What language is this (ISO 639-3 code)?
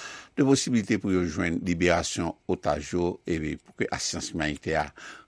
hat